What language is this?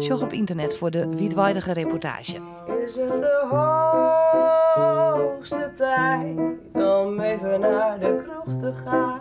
Western Frisian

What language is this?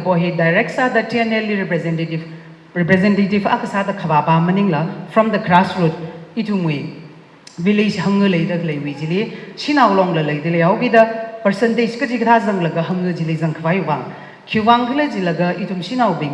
Tangkhul Naga (India)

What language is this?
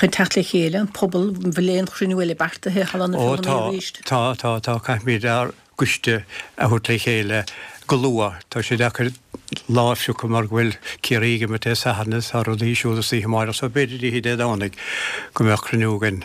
Irish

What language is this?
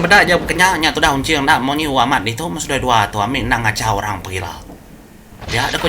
Iban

